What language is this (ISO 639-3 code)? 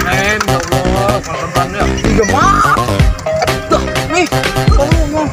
bew